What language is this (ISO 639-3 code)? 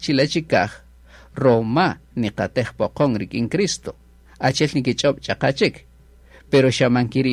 cak